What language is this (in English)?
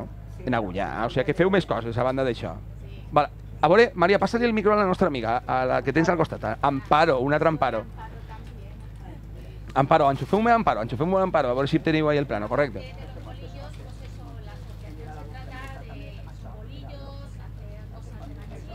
Catalan